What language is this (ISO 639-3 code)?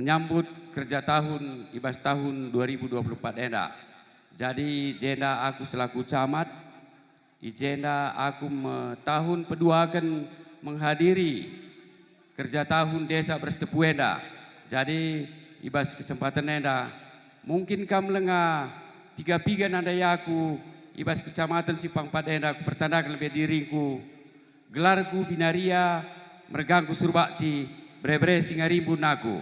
btx